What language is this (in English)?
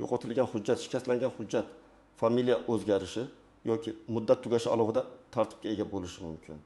Uzbek